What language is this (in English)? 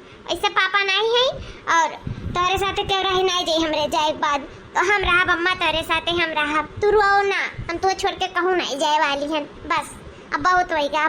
Awadhi